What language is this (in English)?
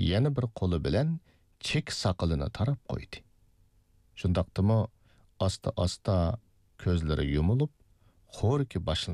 Uyghur